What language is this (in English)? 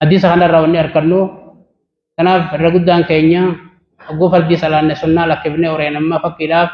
Oromo